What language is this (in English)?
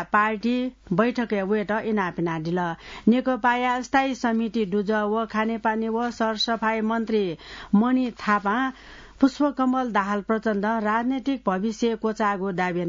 Newari